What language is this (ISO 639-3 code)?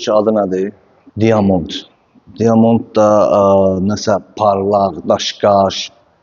aze